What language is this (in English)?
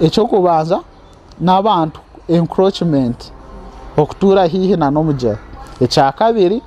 Nyankole